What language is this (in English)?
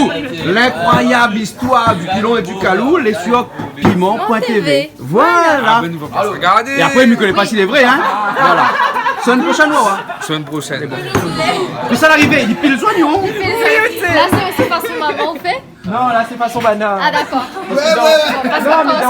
Réunion Creole French